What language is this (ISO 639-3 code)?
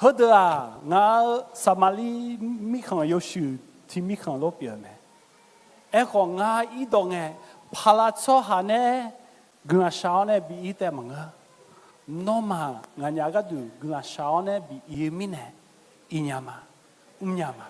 ahk